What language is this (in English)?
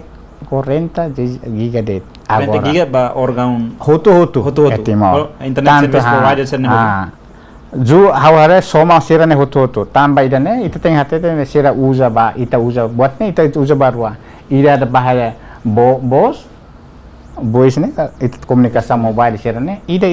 Tetum